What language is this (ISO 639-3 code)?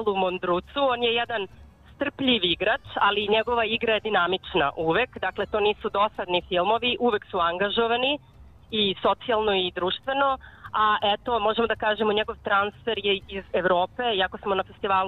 srp